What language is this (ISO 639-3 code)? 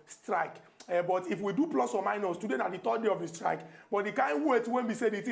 pcm